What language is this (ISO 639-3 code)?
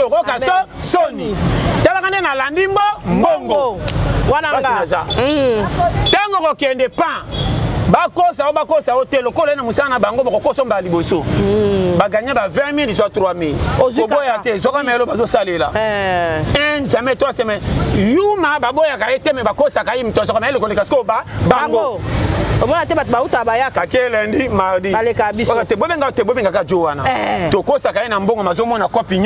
lin